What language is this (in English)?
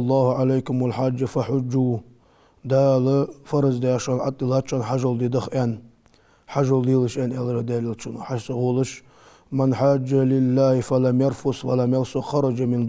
Ingush